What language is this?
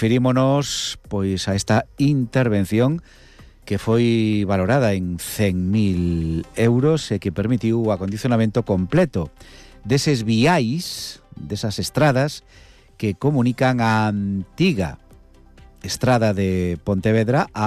Galician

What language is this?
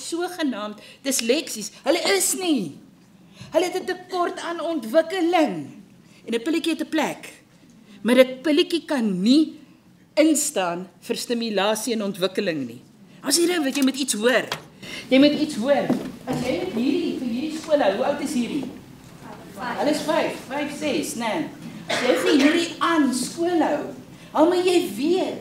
Afrikaans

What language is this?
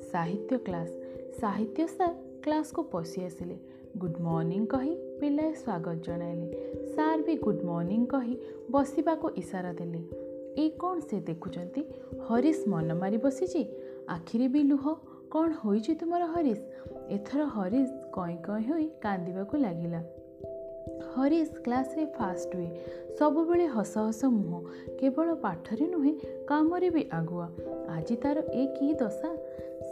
Odia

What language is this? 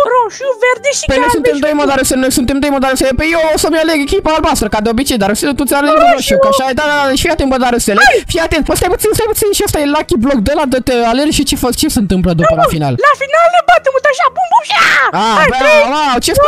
Romanian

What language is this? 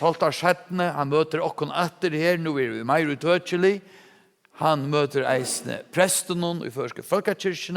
Faroese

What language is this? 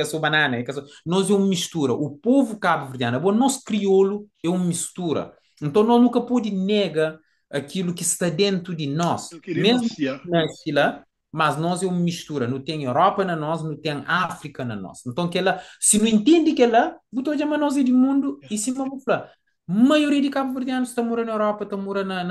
Kabuverdianu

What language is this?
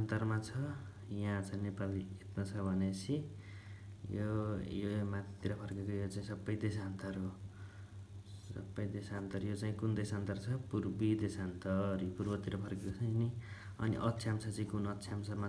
Nepali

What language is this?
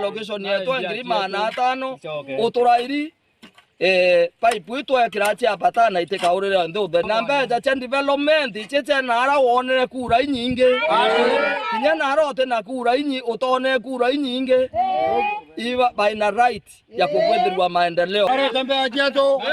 Meru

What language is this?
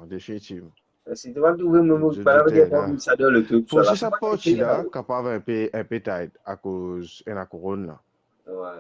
Morisyen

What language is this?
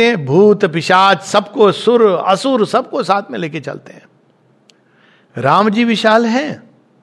Hindi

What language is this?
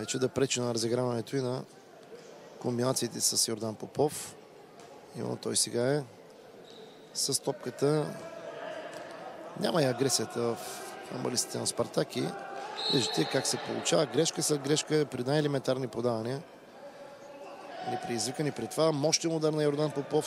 Bulgarian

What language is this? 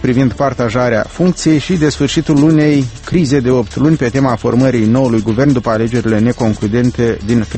Romanian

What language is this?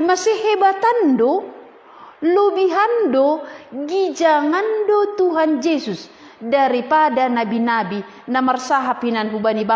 Batak Simalungun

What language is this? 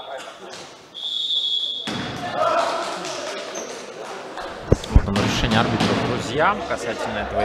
Russian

